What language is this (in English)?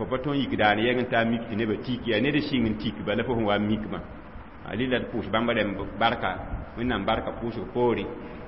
Mossi